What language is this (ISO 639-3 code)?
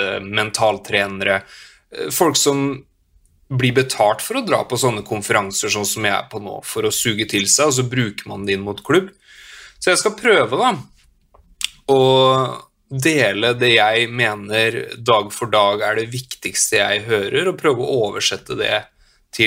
nor